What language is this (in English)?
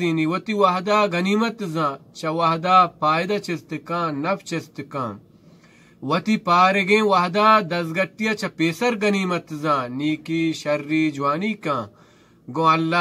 Baluchi